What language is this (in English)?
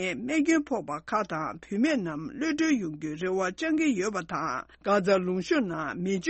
Tibetan